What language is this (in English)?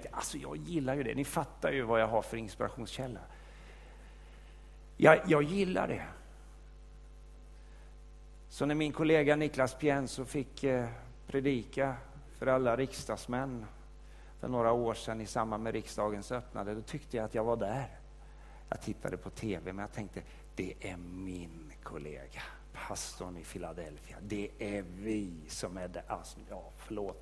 Swedish